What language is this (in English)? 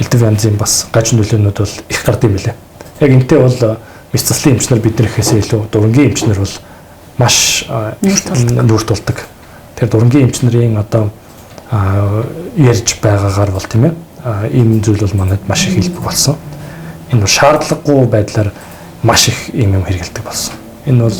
Mongolian